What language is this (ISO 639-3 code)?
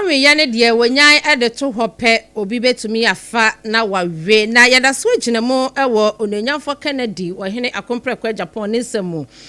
aka